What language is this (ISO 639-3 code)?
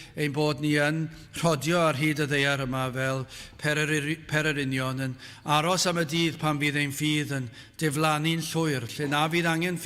cym